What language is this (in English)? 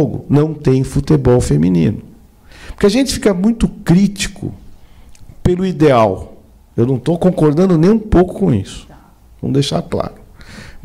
Portuguese